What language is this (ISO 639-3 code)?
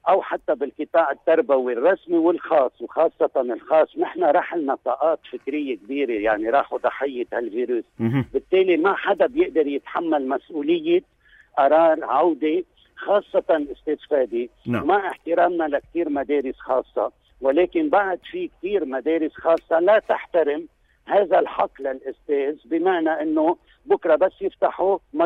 apc